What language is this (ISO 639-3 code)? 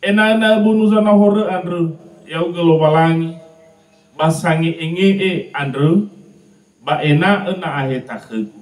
nia